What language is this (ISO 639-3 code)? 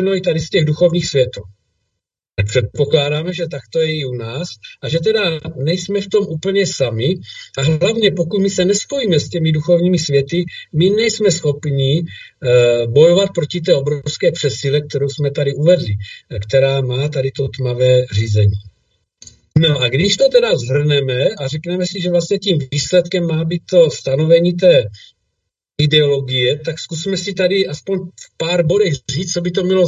ces